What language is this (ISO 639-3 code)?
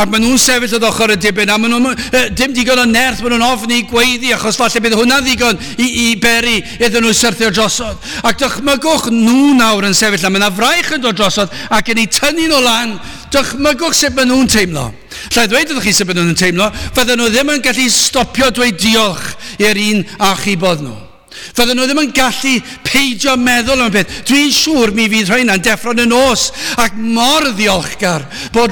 cym